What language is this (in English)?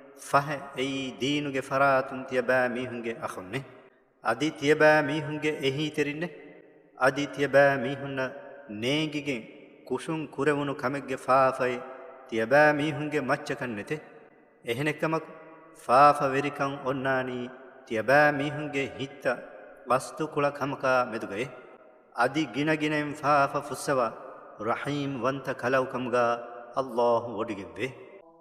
Divehi